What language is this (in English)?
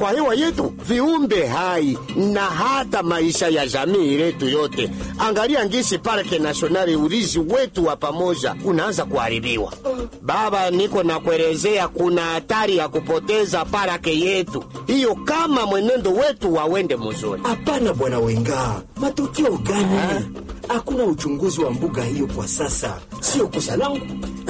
Swahili